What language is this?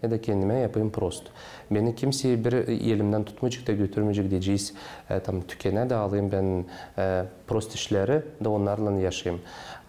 Gagauz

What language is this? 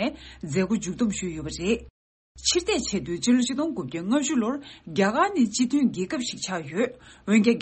Tibetan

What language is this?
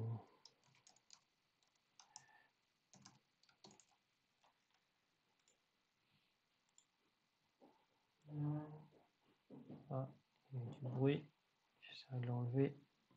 French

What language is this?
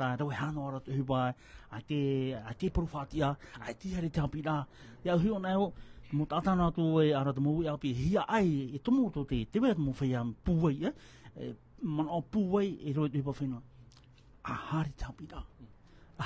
Tahitian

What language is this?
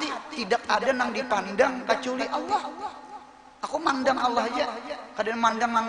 Banjar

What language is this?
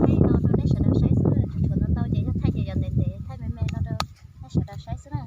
Hmong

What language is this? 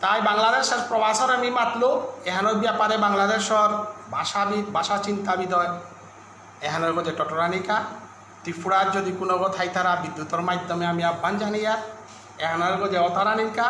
Bishnupriya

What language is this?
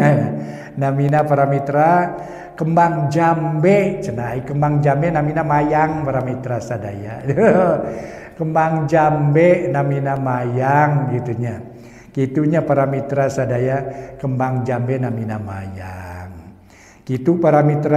Sundanese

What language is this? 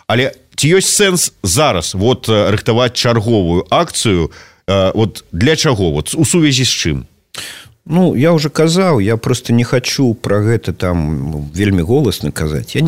Belarusian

